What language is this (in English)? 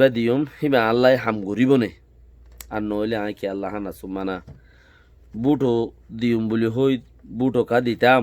Rohingya